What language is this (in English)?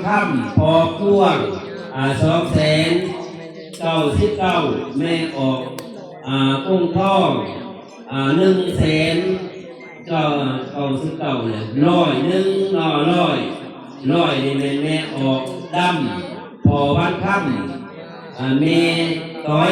Northeastern Thai